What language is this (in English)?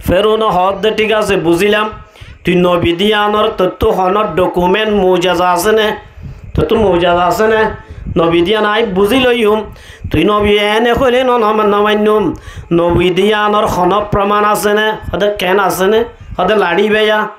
Rohingya